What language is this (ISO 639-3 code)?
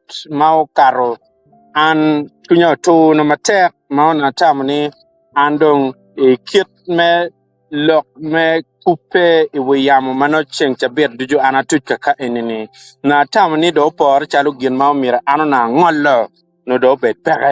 ach